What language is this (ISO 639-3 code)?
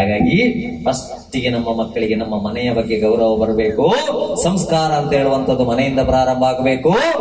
kan